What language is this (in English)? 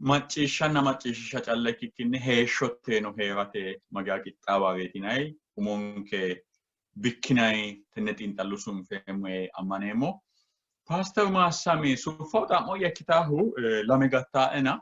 Sidamo